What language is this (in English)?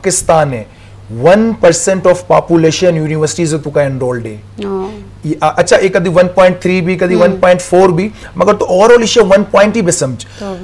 Baluchi